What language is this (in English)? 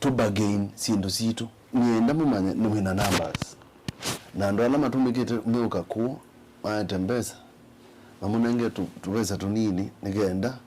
Kamba